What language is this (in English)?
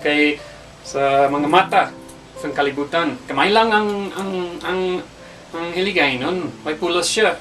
Hiligaynon